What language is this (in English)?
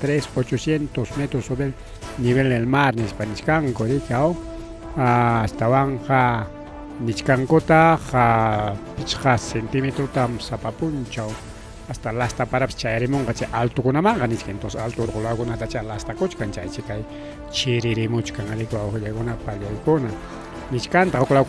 Ayacucho Quechua